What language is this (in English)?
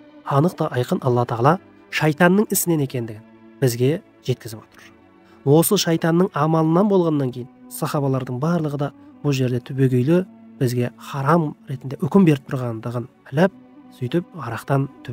Kazakh